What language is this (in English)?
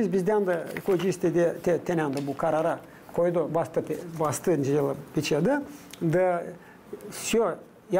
Gagauz